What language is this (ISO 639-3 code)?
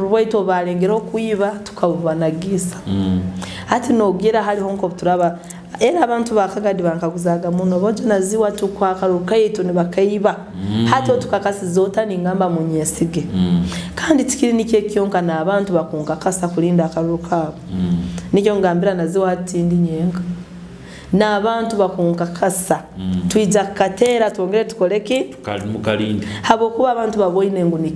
nyo